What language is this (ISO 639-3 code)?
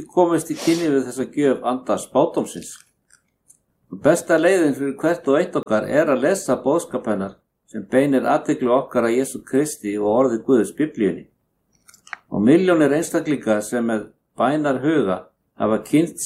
isl